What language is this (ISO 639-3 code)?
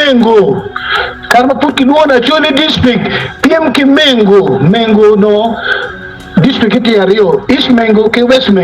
ach